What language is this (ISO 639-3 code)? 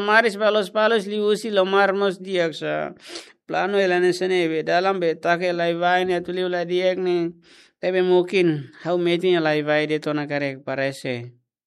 tet